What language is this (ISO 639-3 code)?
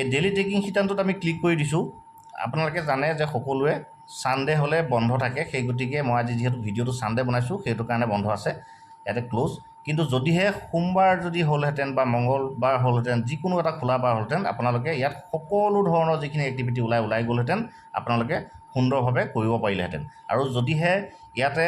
asm